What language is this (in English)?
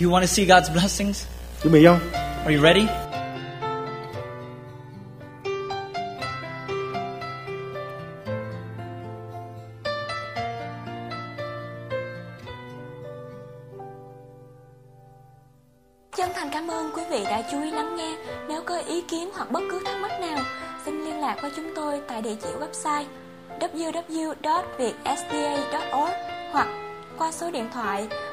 Vietnamese